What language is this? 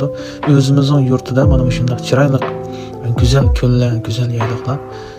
Uyghur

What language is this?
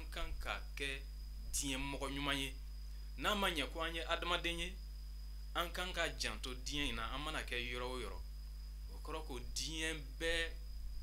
Bambara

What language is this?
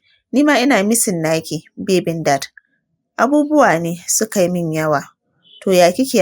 Hausa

